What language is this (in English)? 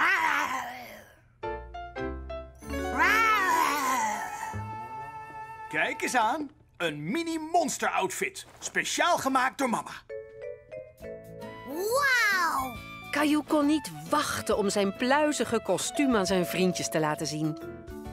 Dutch